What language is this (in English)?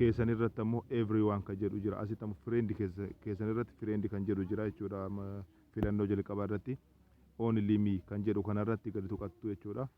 Oromo